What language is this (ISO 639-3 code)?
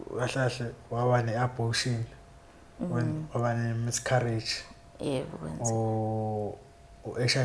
zul